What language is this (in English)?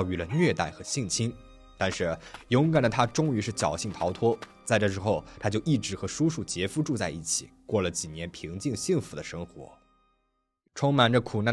Chinese